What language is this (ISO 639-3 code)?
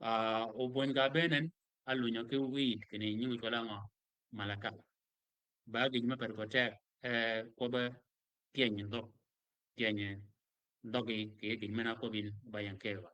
shk